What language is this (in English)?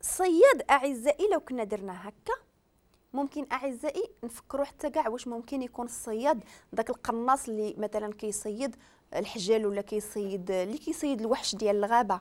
Moroccan Arabic